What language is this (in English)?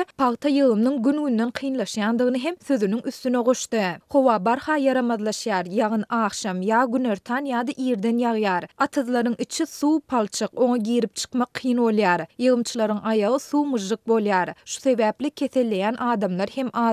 Turkmen